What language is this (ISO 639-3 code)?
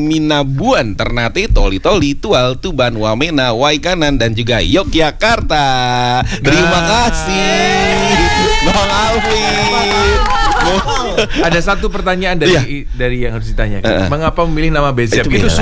ind